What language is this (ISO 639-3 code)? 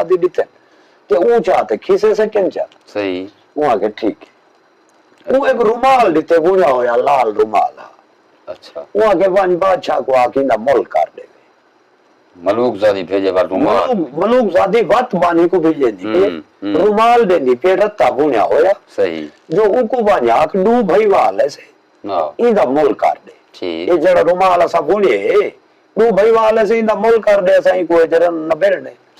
skr